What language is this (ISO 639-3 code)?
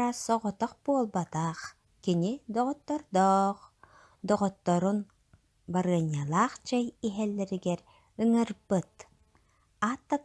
sah